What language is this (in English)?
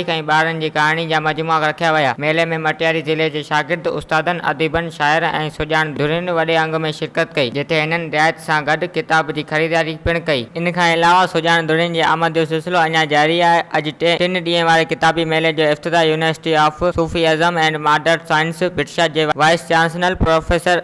Sindhi